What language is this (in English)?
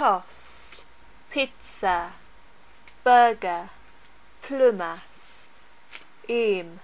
Scottish Gaelic